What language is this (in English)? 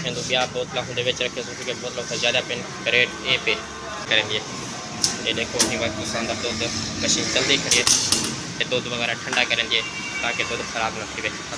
Saraiki